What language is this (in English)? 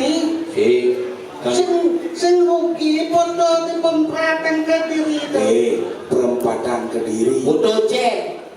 Balinese